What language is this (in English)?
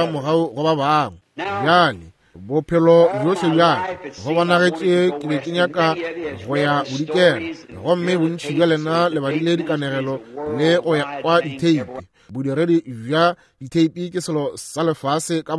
Northern Sotho